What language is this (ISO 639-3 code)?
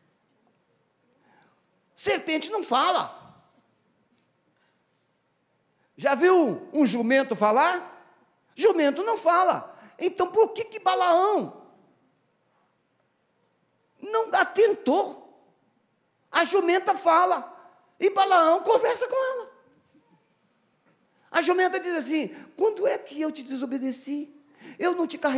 por